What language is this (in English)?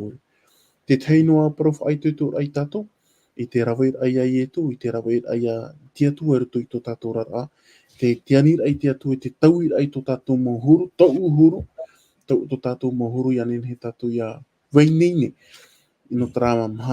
Tahitian